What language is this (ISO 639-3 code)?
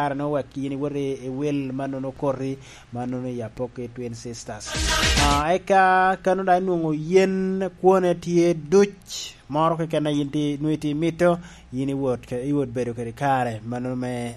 laj